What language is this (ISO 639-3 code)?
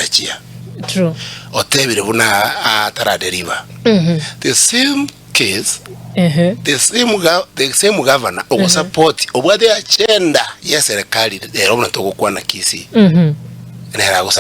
guz